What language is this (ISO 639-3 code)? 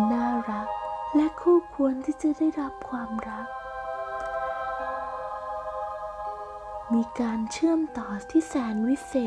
tha